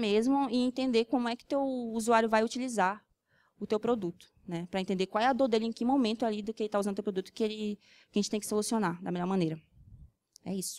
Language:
Portuguese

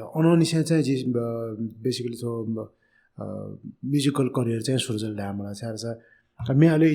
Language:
Newari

